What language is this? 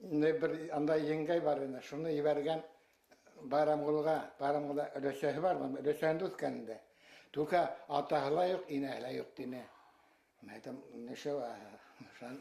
Bashkir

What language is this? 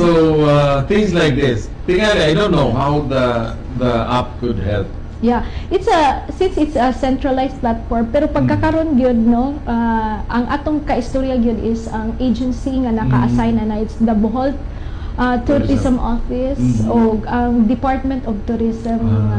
Cebuano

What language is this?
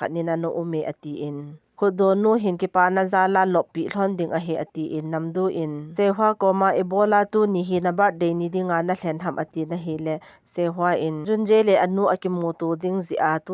Thado Chin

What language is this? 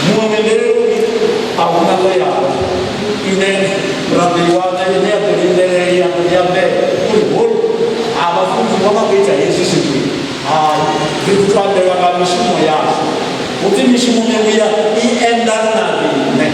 Venda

